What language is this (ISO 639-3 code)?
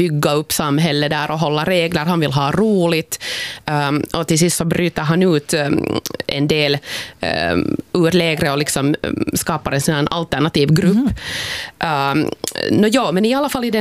swe